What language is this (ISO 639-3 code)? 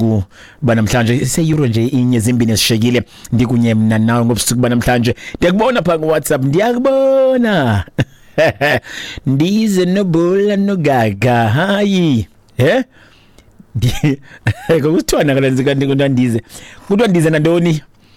xho